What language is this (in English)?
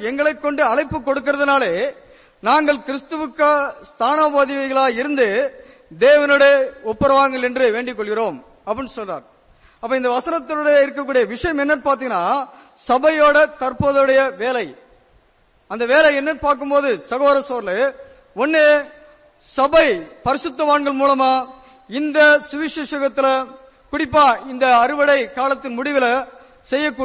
Tamil